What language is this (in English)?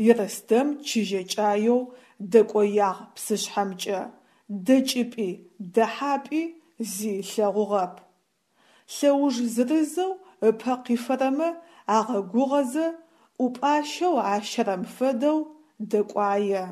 Adyghe